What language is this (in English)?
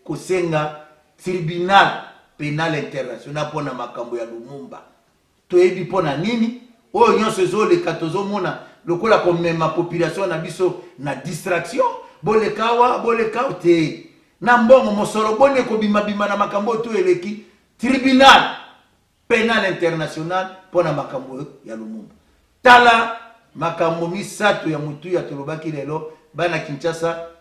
Lingala